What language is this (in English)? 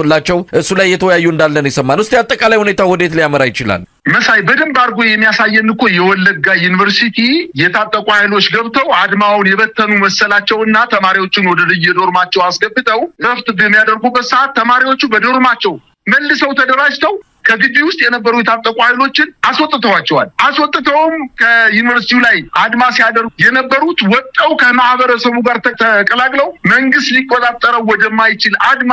Amharic